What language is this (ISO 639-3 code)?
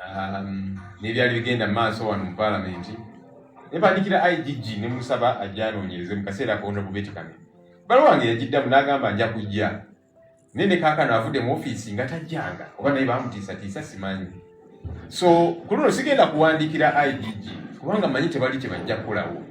lug